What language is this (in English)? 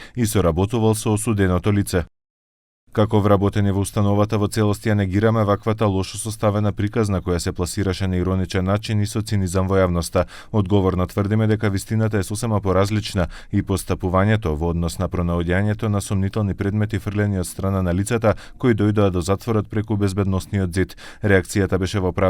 Macedonian